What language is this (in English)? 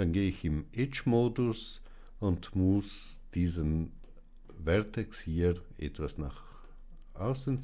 German